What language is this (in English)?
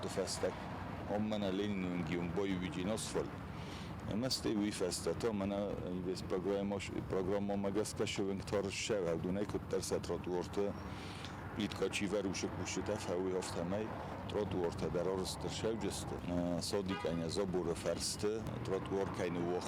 Ossetic